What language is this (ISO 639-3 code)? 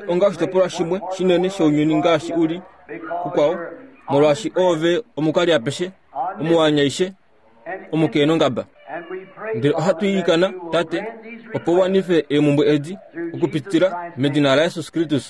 kua